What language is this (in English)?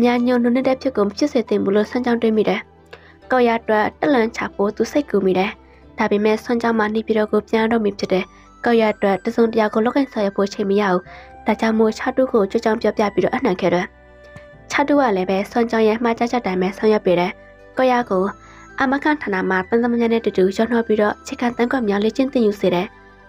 Burmese